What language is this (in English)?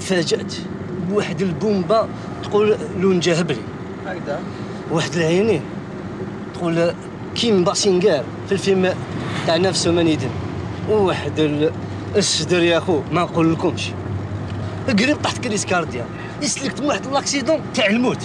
Algerian Arabic